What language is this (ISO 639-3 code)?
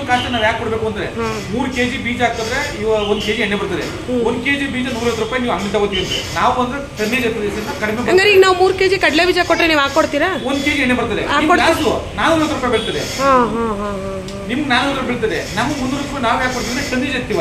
kan